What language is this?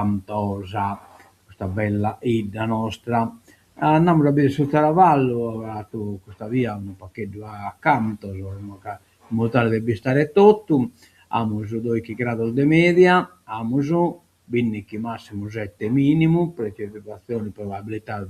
Sardinian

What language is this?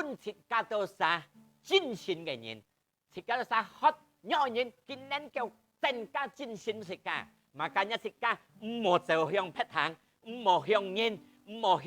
Hakka Chinese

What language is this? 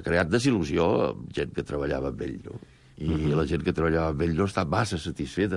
Catalan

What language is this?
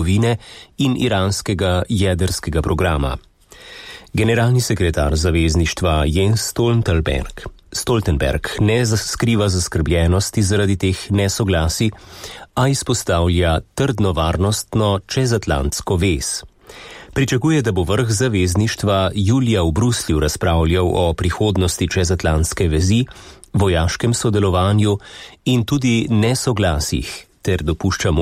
Slovenian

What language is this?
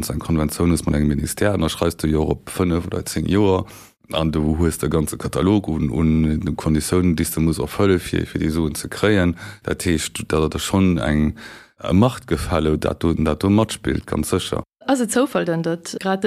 Luxembourgish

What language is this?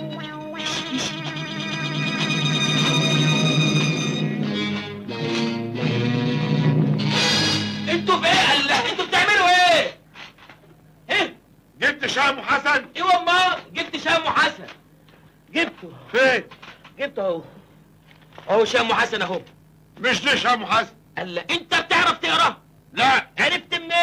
Egyptian Arabic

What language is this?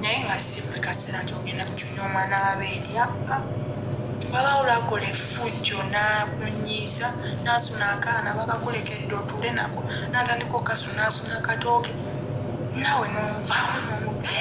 Ganda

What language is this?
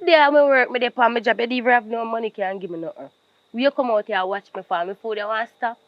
Jamaican Creole English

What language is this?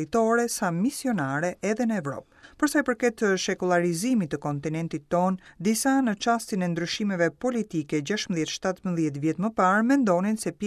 Albanian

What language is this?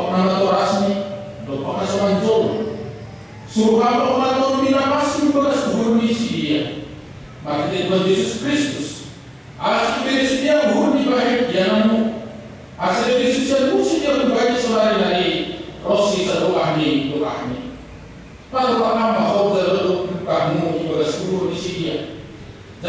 Batak Simalungun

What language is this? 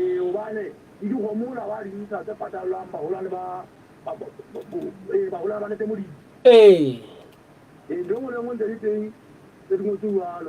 Southern Sotho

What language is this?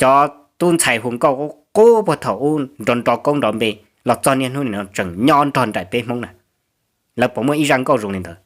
Hmong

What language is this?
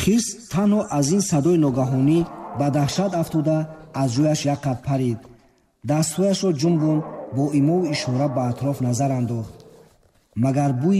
Tajik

